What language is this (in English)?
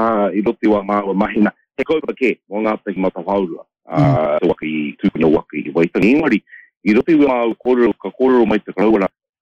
Māori